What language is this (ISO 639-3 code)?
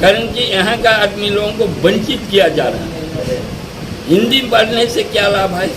sck